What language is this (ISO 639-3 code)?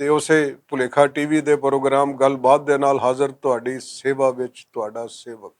lah